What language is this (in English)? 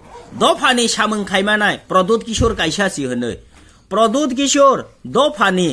Kok Borok